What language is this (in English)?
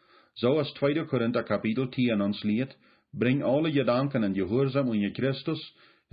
Plautdietsch